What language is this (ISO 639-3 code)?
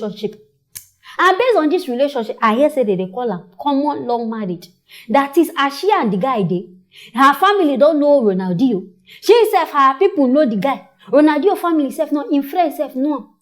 pcm